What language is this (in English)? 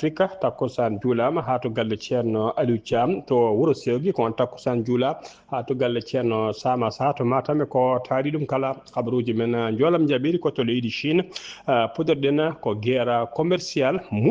Fula